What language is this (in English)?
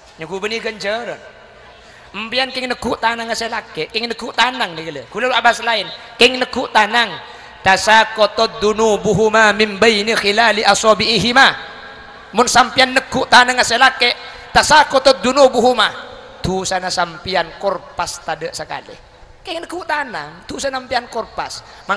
Madurese